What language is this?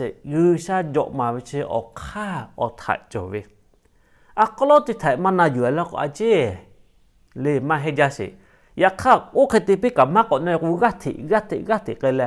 Lahu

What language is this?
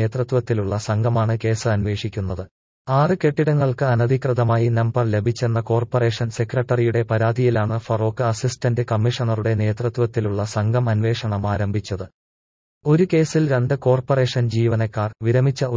Malayalam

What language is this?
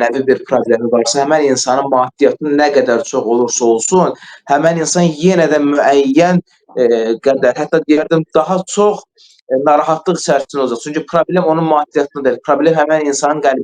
Azerbaijani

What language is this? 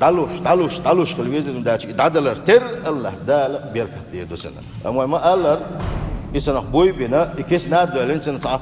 Chechen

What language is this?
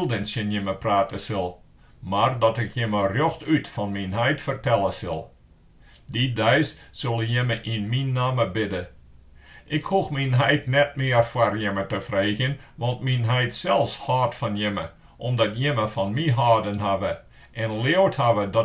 Western Frisian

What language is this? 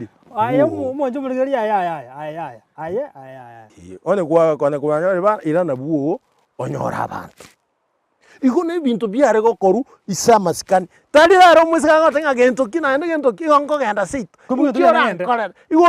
Gusii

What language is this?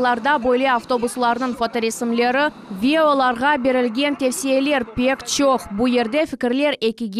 Crimean Tatar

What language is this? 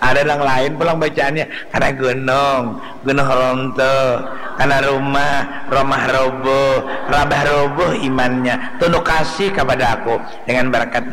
Banjar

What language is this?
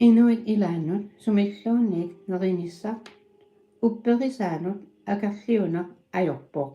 Kalaallisut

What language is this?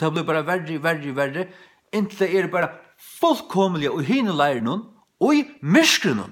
Faroese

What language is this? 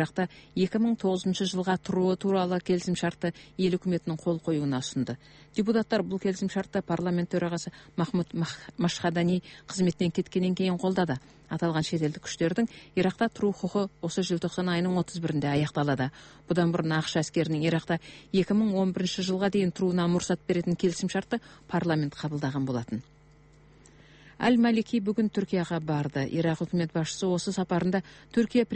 Kazakh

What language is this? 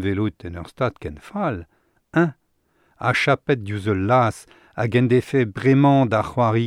Breton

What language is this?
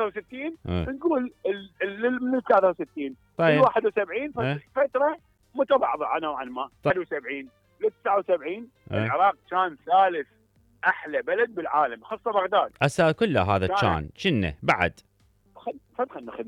Mesopotamian Arabic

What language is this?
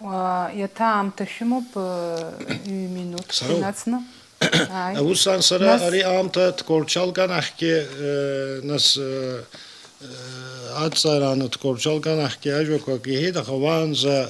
Abkhazian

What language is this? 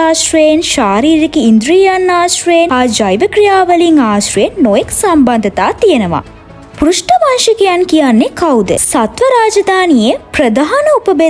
Sinhala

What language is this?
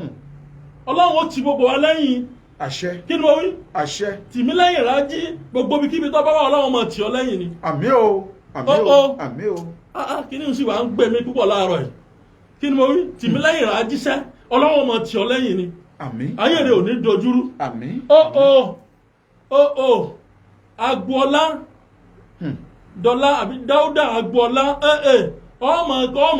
Yoruba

